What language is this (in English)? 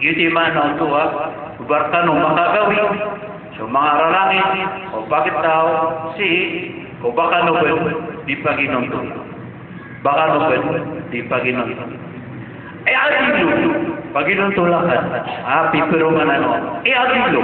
Maranao